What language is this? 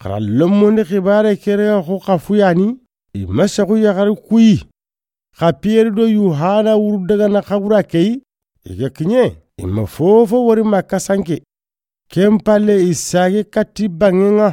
Soninke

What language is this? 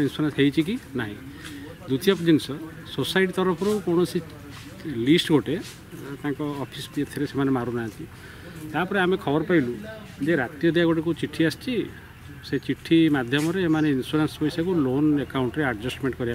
Odia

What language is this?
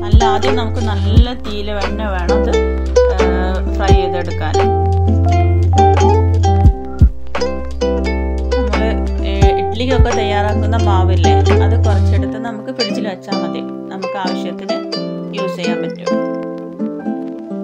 Malayalam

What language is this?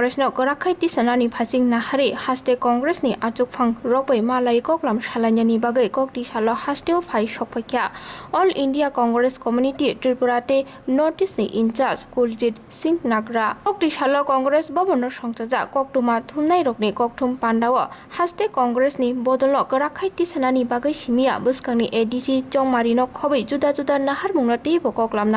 Kok Borok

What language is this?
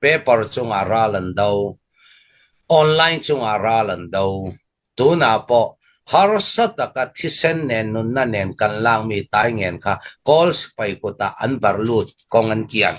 Hakha Chin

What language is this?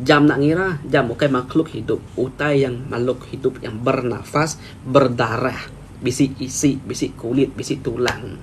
Iban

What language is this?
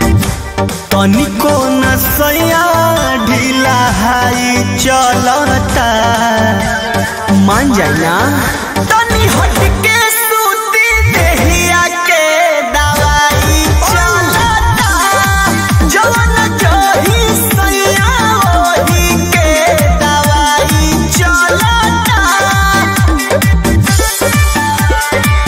Bhojpuri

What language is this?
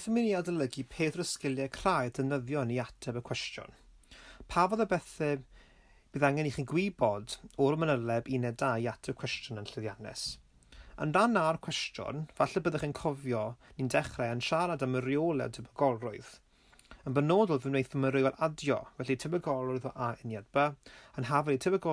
Welsh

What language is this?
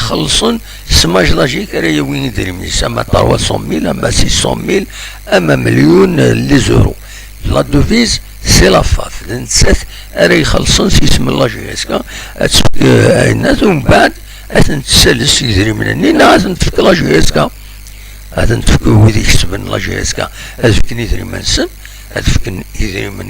Kabyle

